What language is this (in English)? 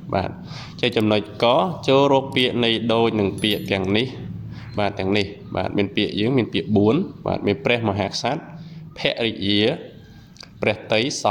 Khmer